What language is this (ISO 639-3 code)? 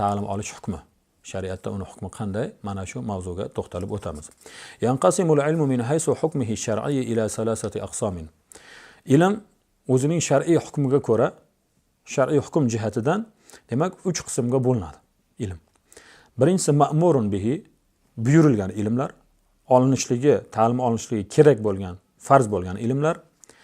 uzb